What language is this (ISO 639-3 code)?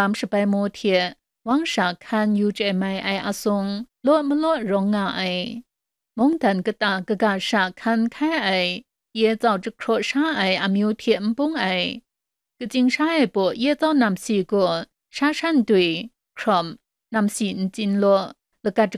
kac